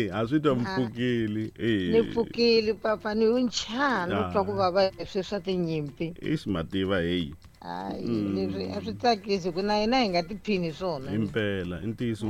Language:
Tsonga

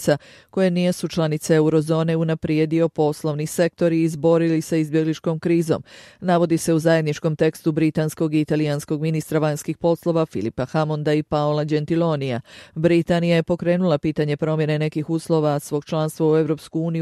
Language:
Bosnian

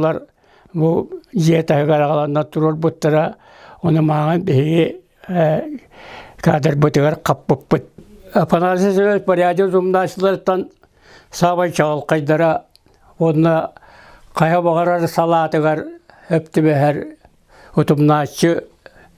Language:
Yakut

